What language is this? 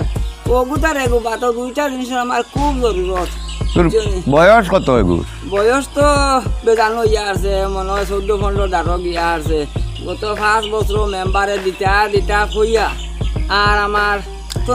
Sylheti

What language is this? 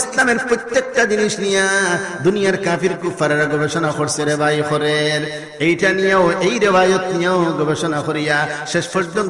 Sylheti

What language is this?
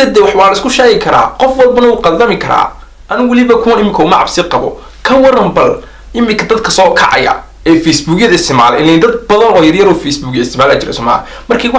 Somali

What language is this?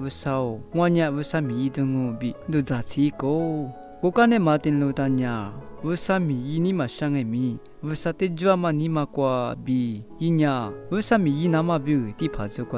Lisu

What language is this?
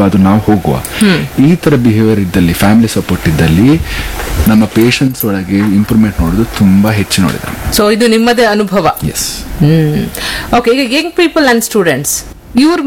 Kannada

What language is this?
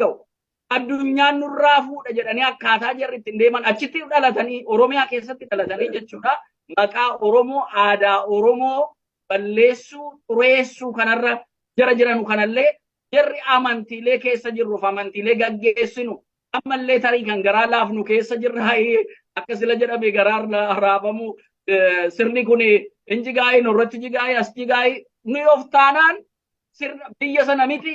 Oromo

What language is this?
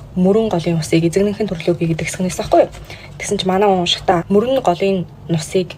Mongolian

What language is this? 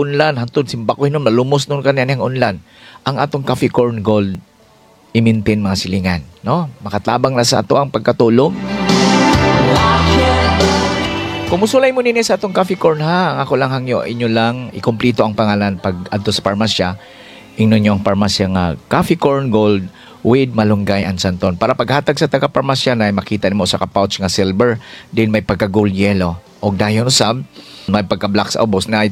Cebuano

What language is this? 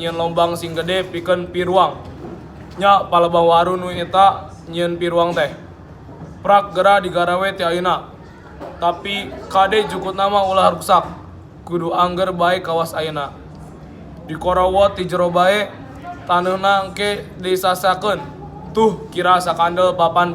Sundanese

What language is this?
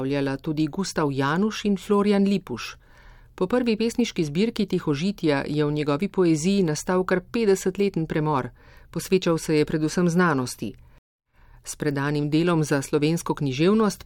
Slovenian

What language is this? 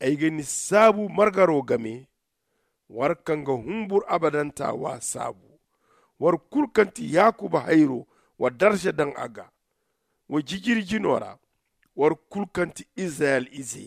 Zarma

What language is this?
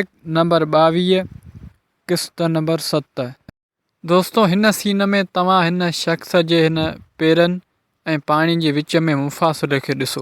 Sindhi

